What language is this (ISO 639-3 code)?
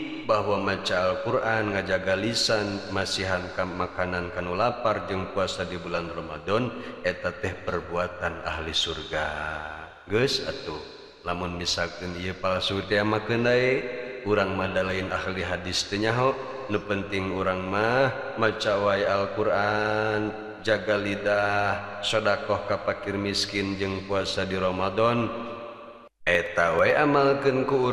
sun